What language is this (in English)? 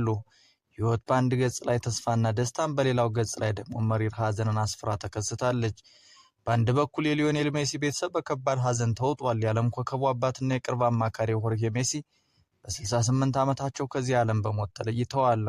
Amharic